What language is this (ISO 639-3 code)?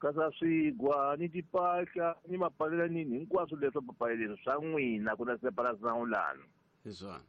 tso